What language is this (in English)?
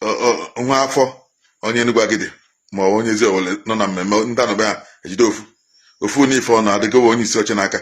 Igbo